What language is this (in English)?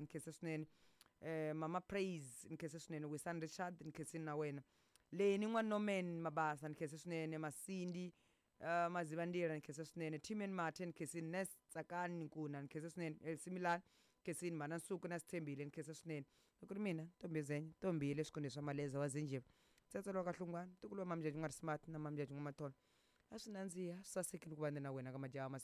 Tsonga